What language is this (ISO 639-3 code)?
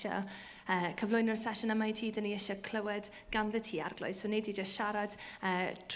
cym